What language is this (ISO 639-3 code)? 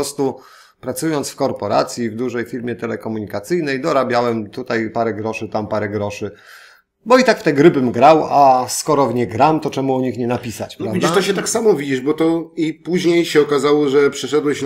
pol